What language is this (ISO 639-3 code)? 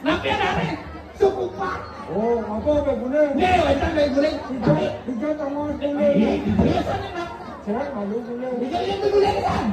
ban